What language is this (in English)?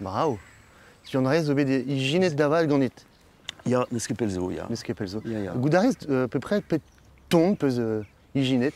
Breton